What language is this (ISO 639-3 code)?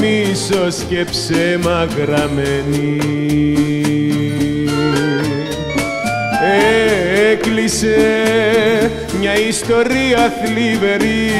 ell